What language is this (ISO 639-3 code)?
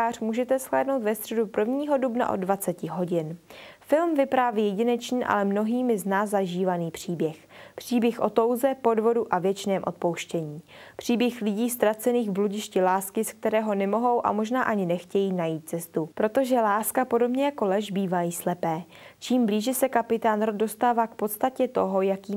ces